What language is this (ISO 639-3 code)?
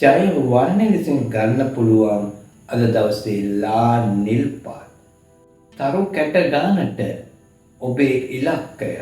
sin